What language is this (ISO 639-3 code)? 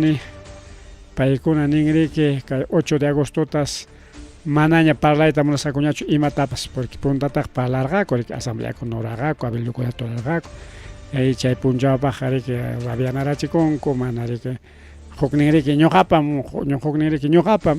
quy